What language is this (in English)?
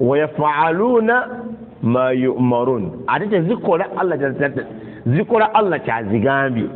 Ganda